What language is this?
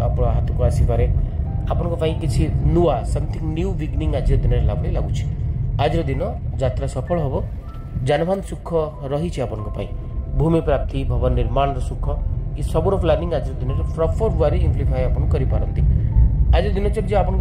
Odia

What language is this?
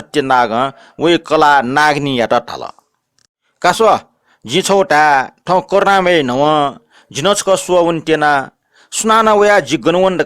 Newari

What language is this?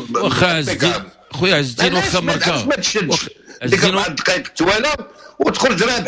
Moroccan Arabic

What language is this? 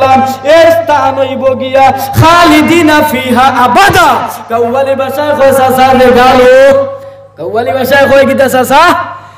Sylheti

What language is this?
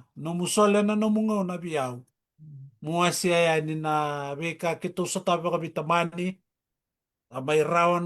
Fijian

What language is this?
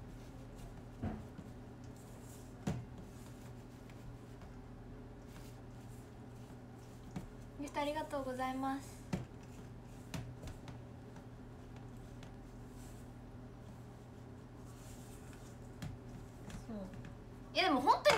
Japanese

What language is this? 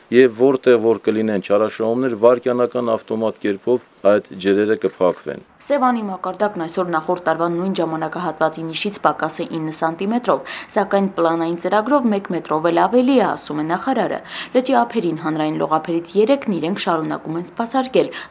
Armenian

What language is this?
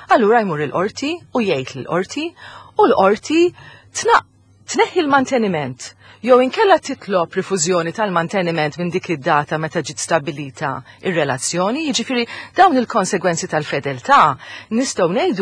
Maltese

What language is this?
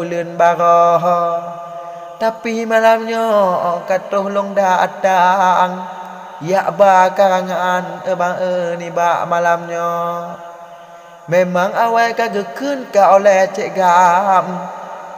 Achinese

